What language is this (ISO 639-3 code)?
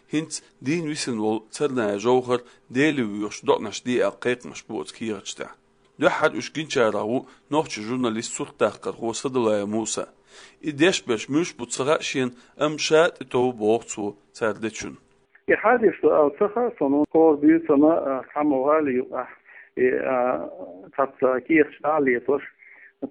che